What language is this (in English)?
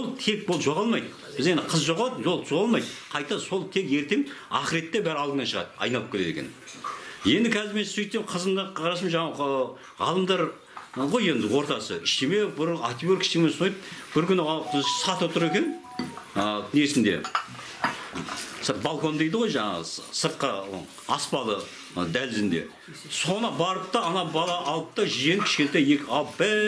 Kazakh